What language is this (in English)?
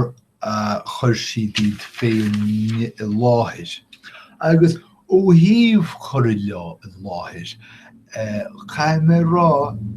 Irish